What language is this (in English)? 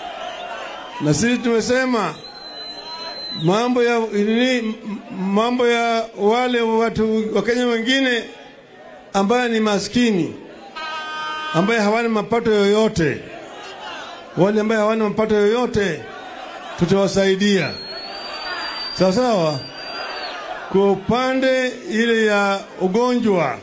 Swahili